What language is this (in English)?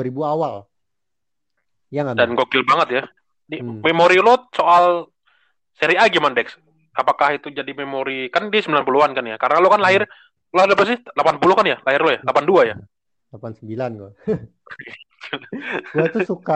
Indonesian